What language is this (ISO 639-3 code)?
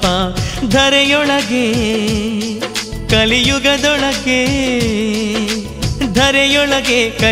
kan